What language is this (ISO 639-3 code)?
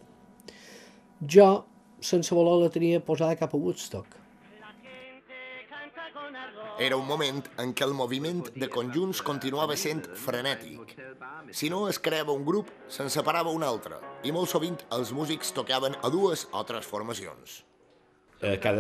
cat